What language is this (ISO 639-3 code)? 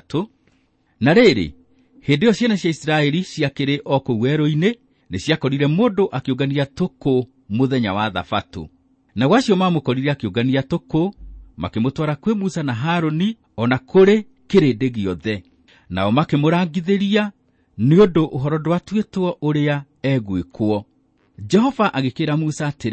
kik